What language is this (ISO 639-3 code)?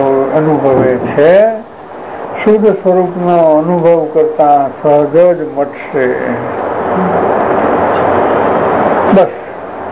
guj